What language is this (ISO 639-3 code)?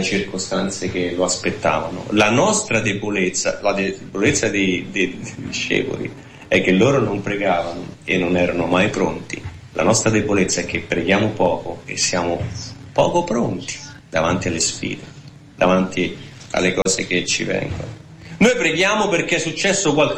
ita